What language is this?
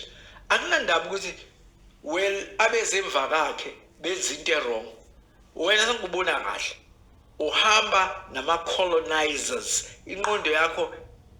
Zulu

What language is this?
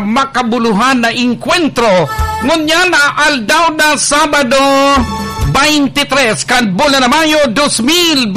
Bikol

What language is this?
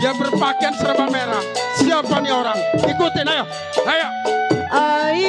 Betawi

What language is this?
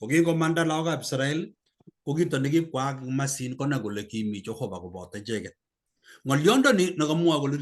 Kalenjin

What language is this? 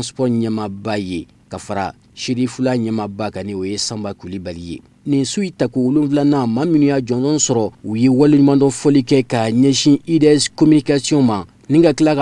Bambara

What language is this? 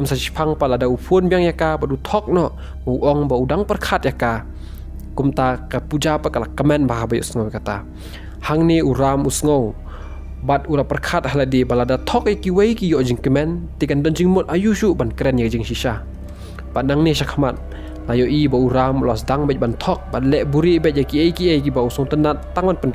Khasi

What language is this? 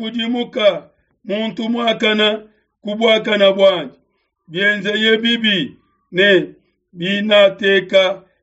Luba-Lulua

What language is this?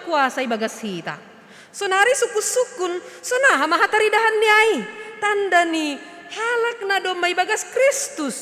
Batak Simalungun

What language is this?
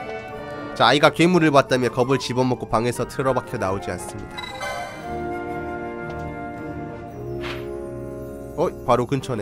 Korean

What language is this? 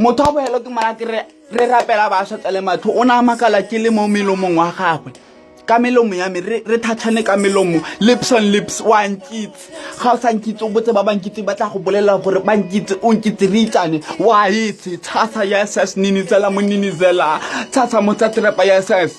Tswana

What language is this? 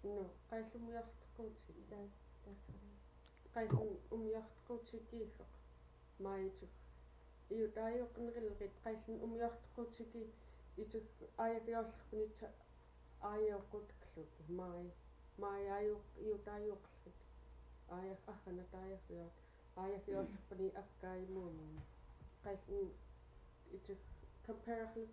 Central Yupik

